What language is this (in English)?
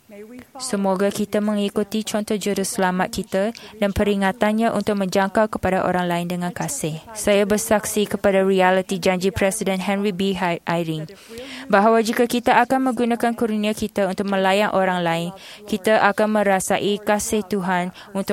Malay